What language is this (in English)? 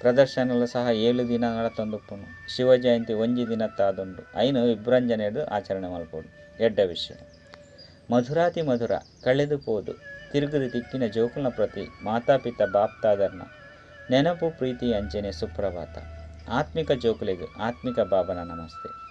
Tulu